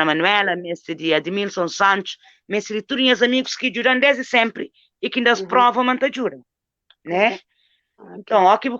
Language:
Kabuverdianu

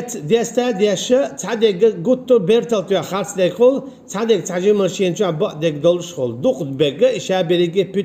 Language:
Chechen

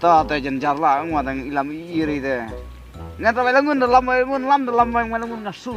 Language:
Khasi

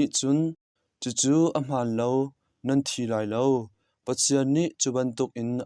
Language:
Hakha Chin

